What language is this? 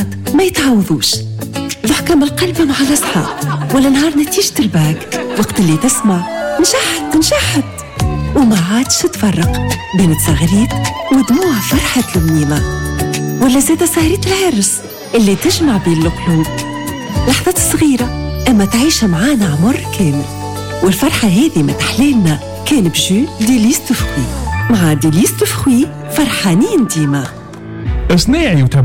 Tunisian Arabic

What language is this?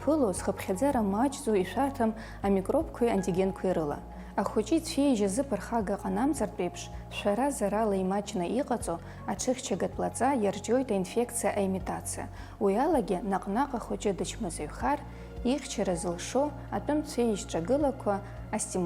Abkhazian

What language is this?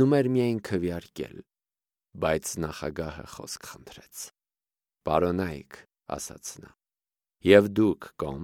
Armenian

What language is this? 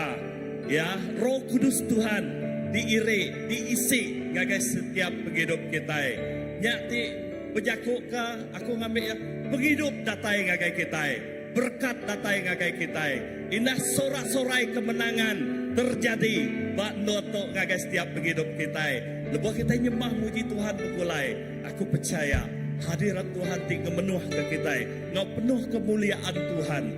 Iban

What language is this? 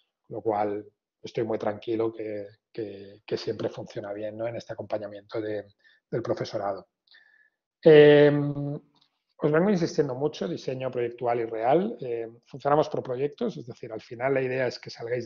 Spanish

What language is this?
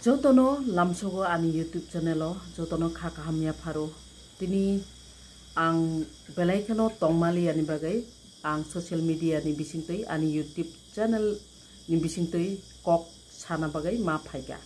Kok Borok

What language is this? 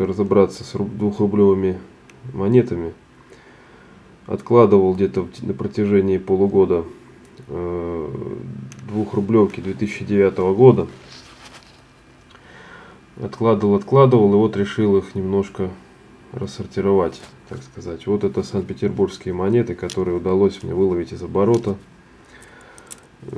Russian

